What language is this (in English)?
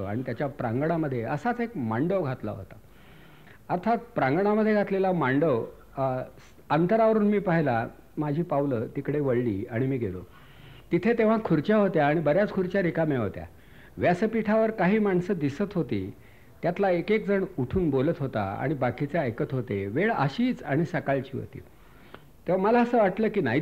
Marathi